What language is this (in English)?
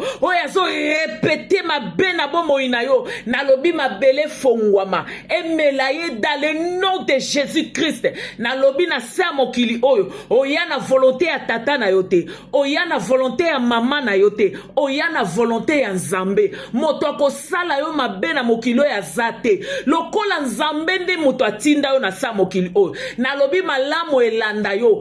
Lingala